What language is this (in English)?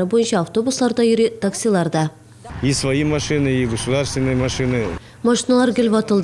Tatar